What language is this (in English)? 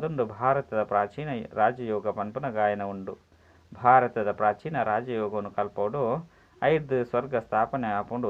Tulu